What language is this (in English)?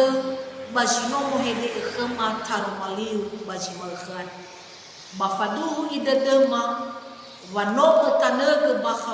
Nias